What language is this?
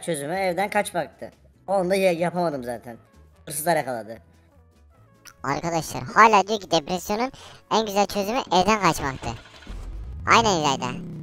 Turkish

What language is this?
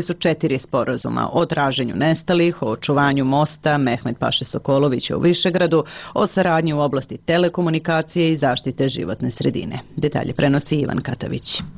Serbian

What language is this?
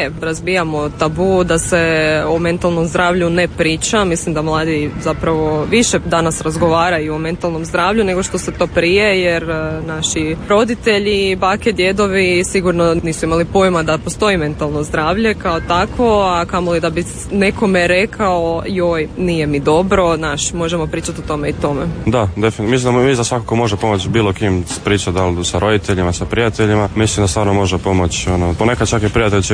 Croatian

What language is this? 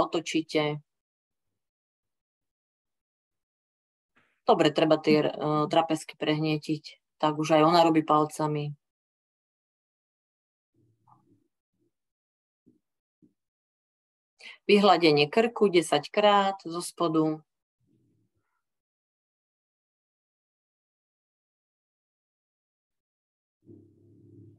Slovak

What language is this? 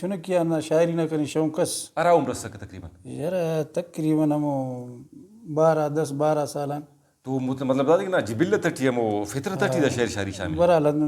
Brahui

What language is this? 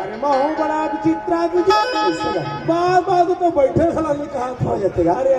Chhattisgarhi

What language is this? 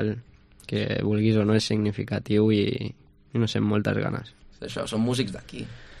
Catalan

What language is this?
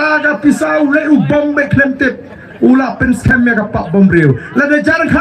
Khasi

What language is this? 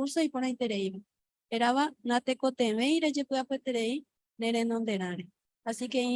Guarani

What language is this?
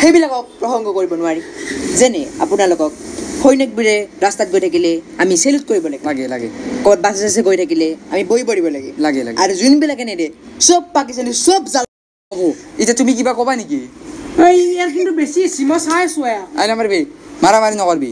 Assamese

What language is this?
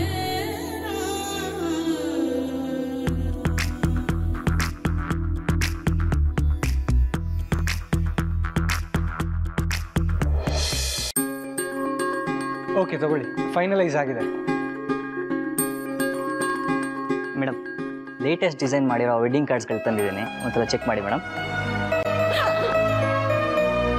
Kannada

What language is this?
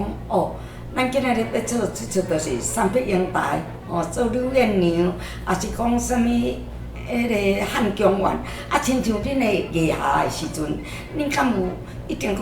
Min Nan Chinese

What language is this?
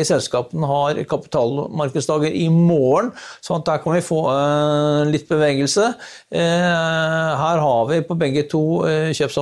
Norwegian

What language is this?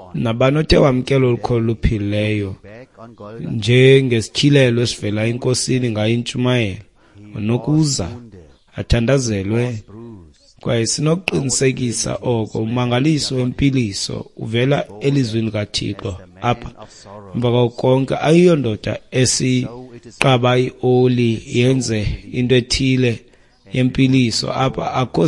Xhosa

